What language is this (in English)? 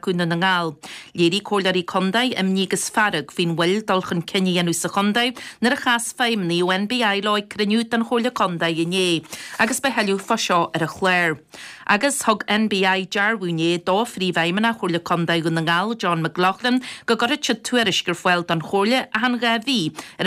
Irish